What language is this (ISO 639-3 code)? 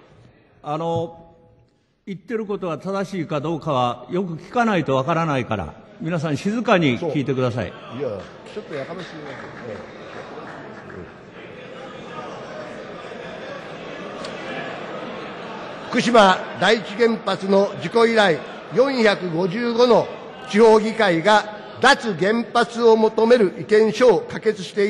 jpn